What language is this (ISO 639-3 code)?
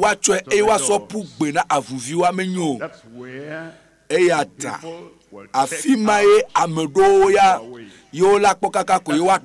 ewe